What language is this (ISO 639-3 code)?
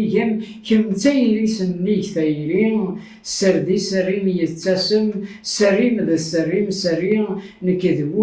kab